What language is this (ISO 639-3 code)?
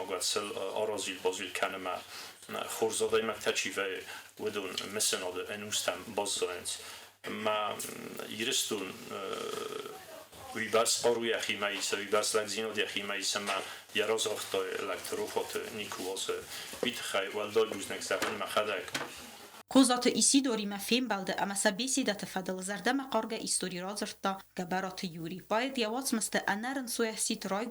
oss